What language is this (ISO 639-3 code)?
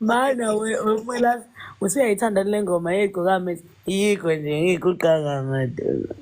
zul